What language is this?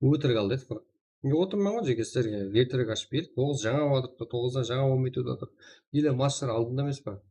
Kara-Kalpak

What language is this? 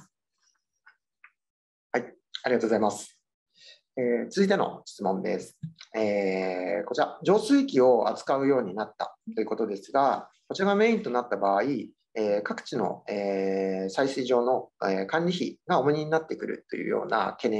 Japanese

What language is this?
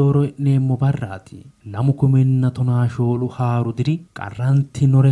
Sidamo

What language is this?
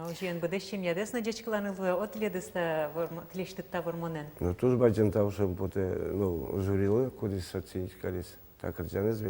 Udmurt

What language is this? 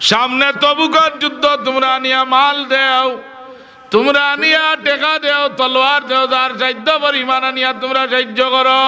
Sylheti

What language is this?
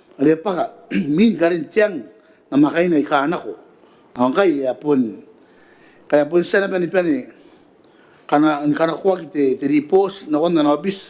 Gilbertese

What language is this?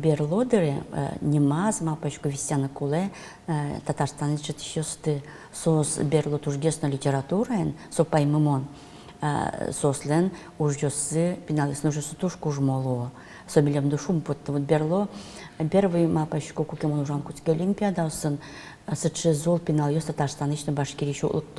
Udmurt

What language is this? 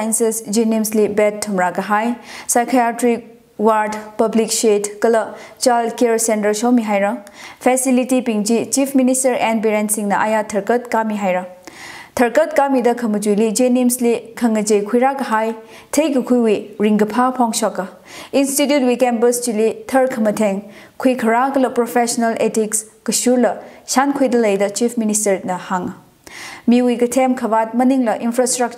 Tangkhul Naga (India)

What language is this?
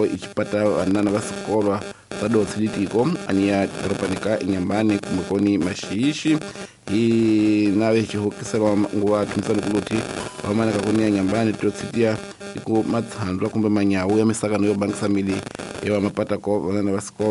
Tsonga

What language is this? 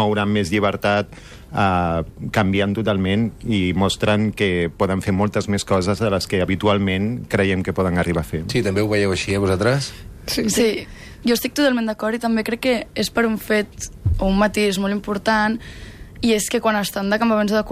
Catalan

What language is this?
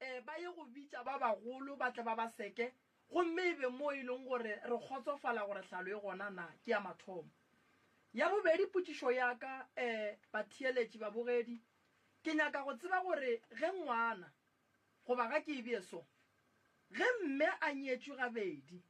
Northern Sotho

